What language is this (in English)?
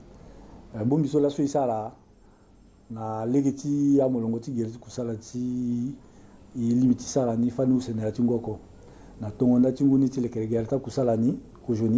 Sango